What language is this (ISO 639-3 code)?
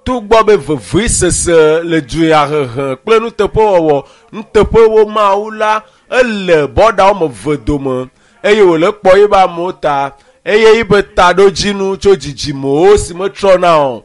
ewe